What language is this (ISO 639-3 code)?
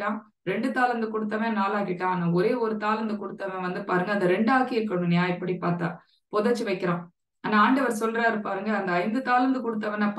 tam